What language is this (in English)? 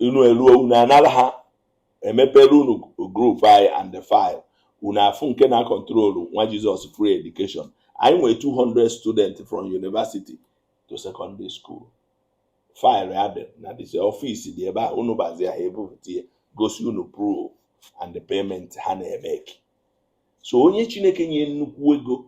Igbo